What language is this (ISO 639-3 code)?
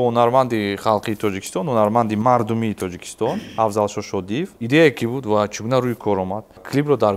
tgk